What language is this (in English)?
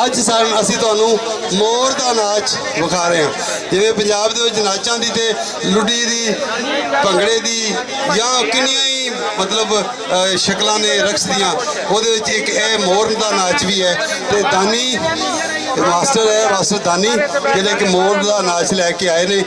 Western Panjabi